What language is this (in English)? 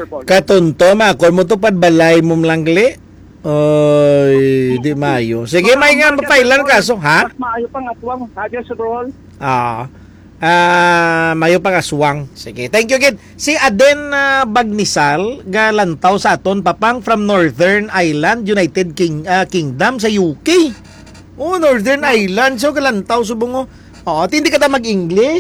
Hiligaynon